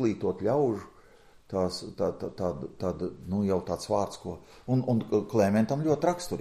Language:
Latvian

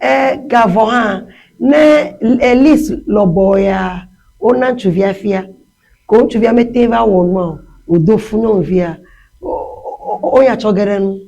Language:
Ewe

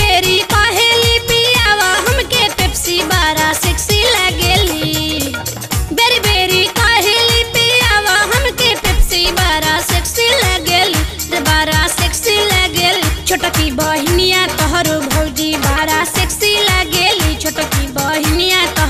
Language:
Bhojpuri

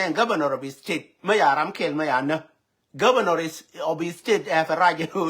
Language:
Nuer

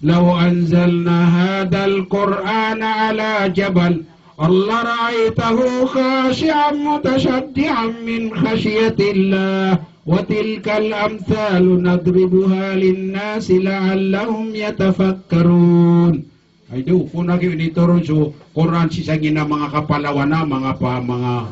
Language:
Maranao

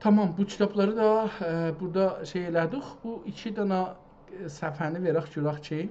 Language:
South Azerbaijani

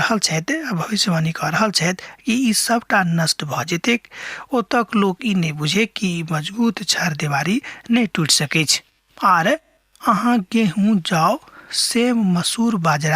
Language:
Maithili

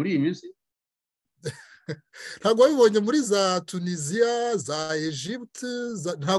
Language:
Kinyarwanda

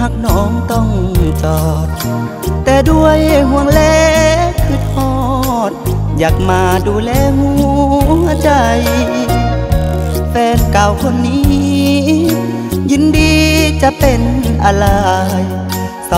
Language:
Thai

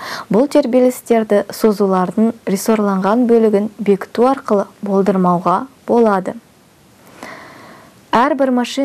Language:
Kazakh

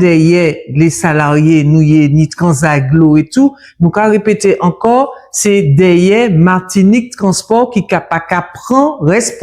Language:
Guadeloupean Creole French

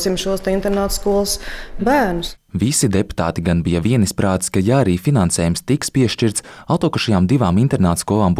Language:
Latvian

